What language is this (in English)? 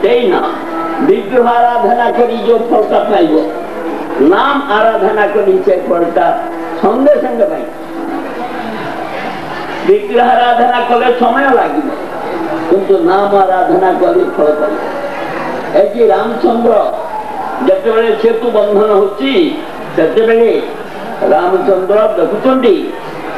Odia